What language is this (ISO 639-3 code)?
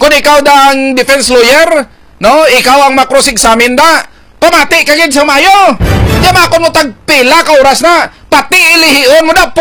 hil